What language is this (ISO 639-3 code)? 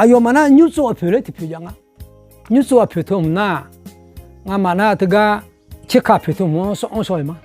ahk